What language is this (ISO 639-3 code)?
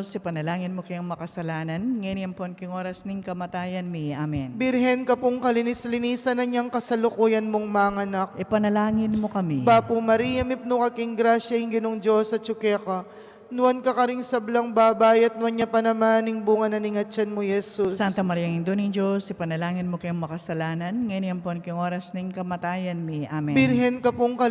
pam